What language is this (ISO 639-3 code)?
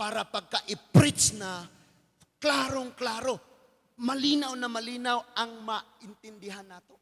ceb